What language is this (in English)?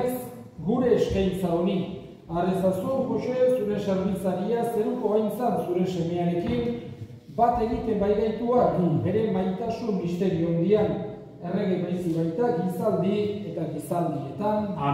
Basque